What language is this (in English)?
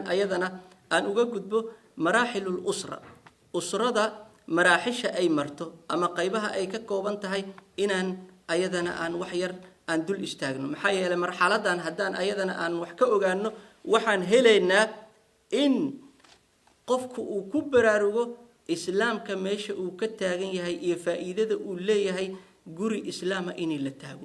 Somali